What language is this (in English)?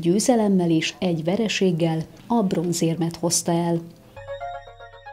Hungarian